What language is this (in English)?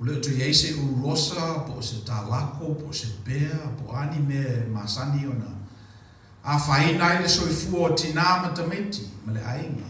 Samoan